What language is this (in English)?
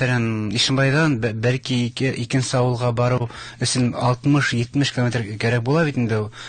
Bashkir